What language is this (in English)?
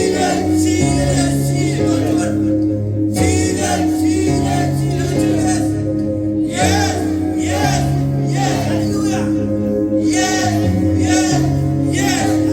Marshallese